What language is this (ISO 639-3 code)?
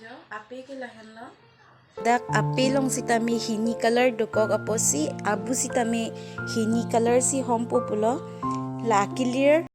mjw